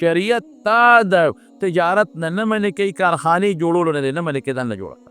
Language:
Pashto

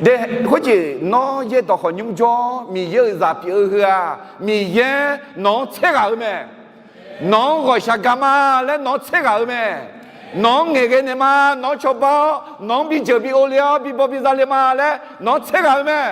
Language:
Akha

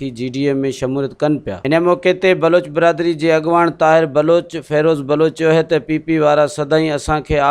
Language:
Sindhi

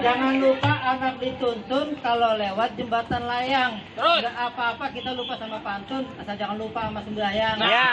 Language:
Betawi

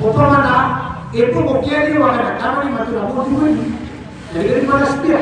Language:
Maranao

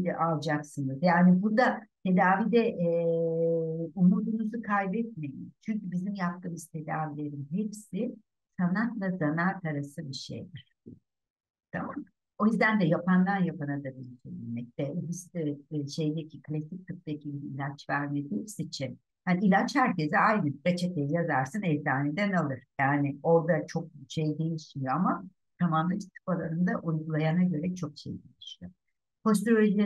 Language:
Turkish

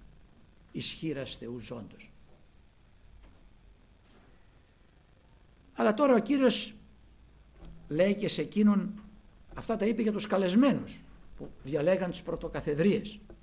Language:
Greek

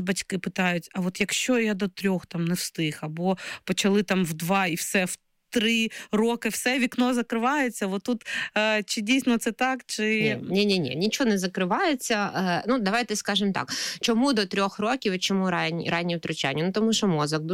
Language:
Ukrainian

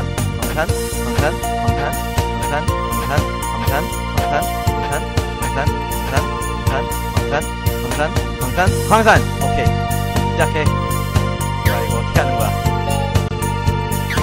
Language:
Korean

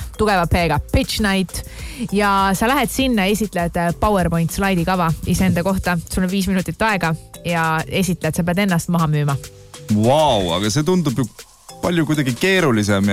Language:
Estonian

